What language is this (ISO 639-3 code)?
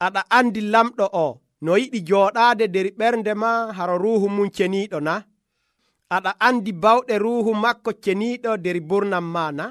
fuv